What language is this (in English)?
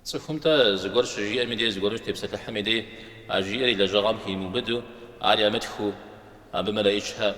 Kabardian